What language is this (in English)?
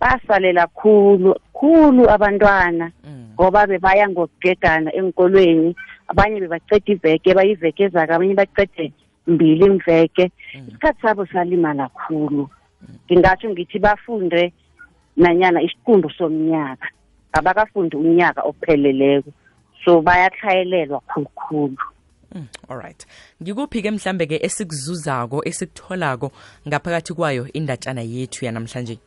South Ndebele